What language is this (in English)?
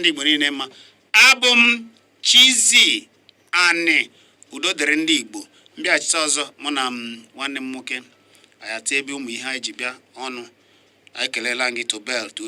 Igbo